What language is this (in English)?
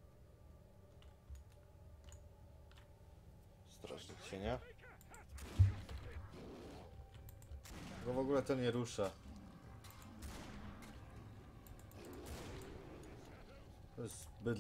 Polish